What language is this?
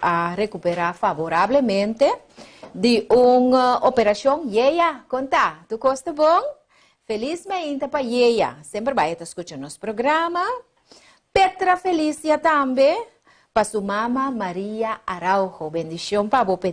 Papiamento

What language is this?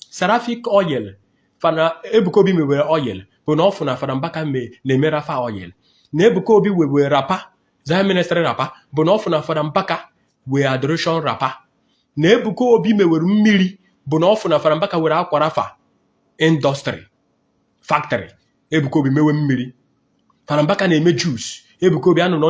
Igbo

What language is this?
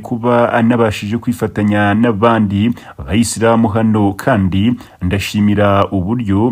Kinyarwanda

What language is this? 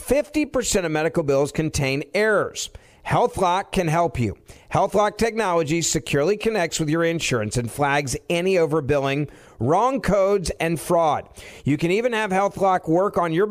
English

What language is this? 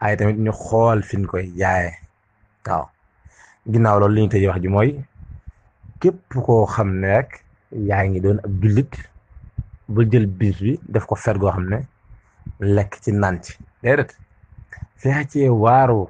Wolof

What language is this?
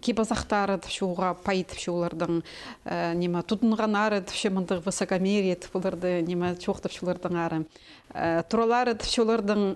Khakas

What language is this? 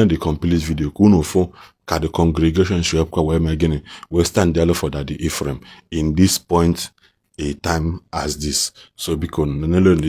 Igbo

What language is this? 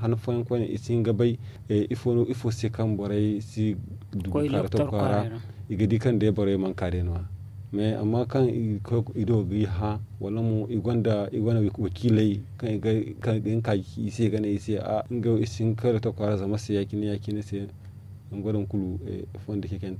Zarma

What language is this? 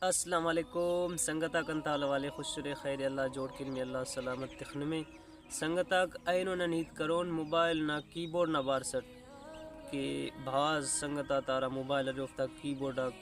Brahui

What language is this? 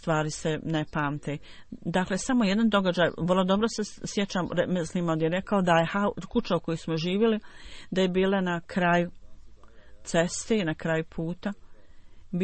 Bosnian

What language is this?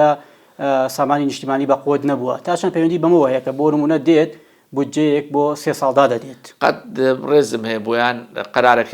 Central Kurdish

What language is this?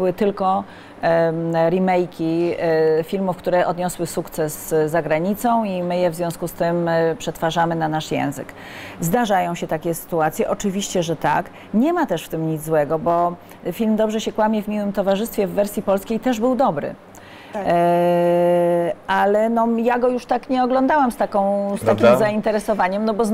Polish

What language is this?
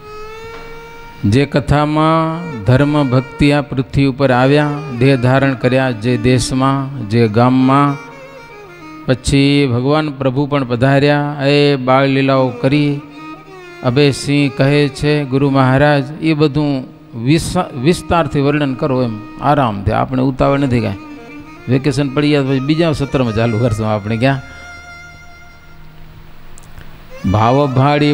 Gujarati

